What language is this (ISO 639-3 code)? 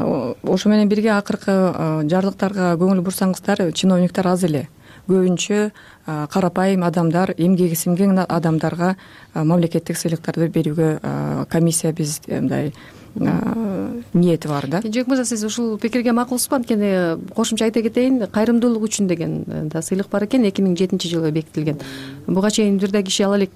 kir